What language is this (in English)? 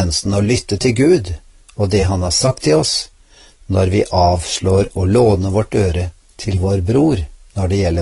Norwegian